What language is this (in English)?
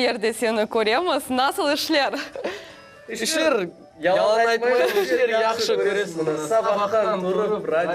Crimean Tatar